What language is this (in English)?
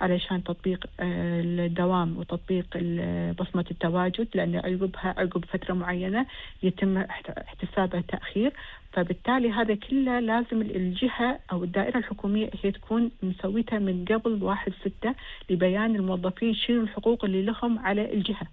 Gulf Arabic